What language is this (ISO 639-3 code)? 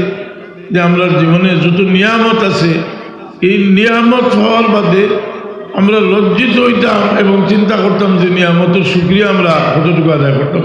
syl